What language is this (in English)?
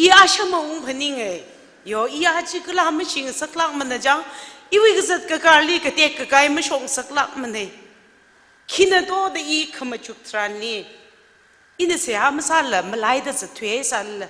Tangkhul Naga (India)